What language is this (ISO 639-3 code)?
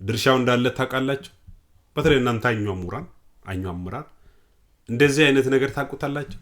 amh